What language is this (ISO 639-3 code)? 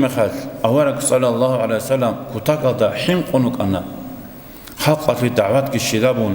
ava